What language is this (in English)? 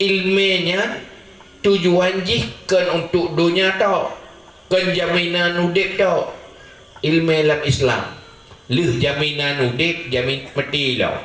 Achinese